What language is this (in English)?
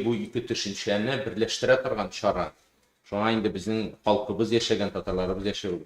Tatar